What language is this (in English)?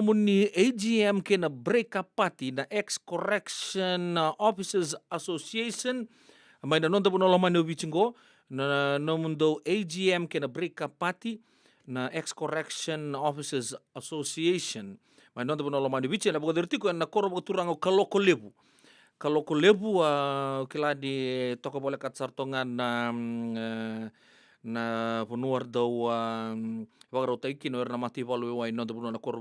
Fijian